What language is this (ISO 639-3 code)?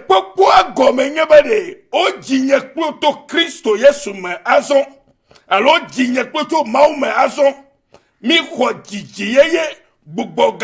ewe